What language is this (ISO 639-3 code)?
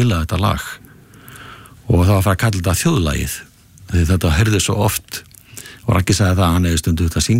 isl